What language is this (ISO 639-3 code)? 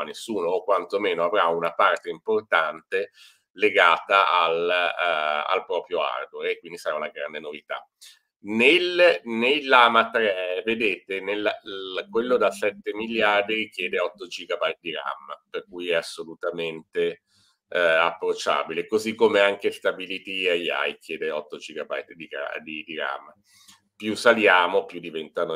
ita